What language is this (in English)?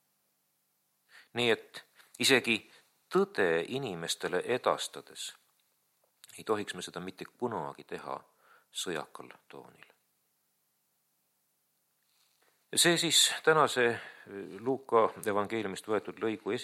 Estonian